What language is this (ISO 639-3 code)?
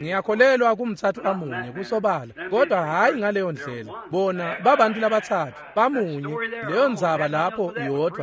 ssw